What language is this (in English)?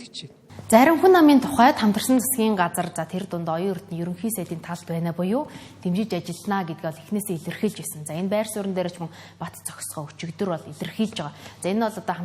Mongolian